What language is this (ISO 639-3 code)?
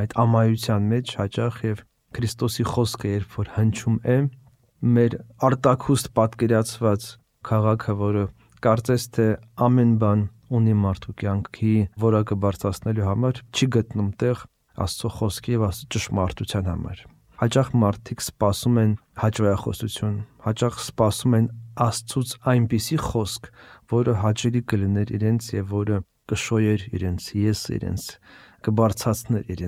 hye